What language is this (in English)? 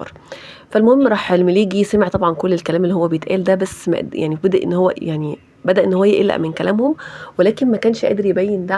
Egyptian Arabic